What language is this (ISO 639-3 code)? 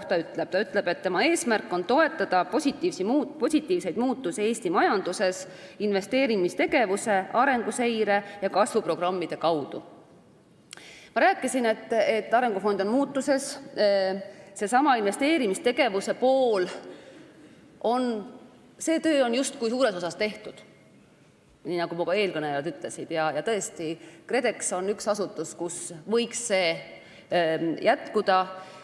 est